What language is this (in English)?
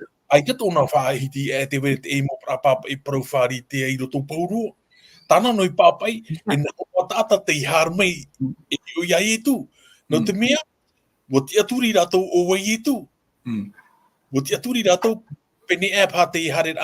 Tahitian